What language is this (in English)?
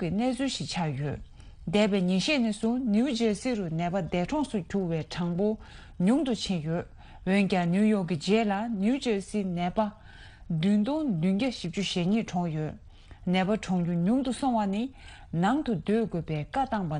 Tibetan